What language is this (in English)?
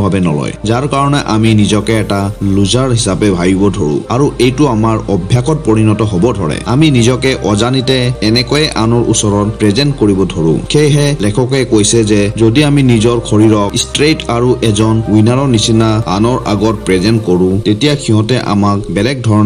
Assamese